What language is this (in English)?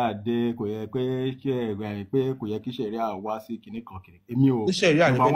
Yoruba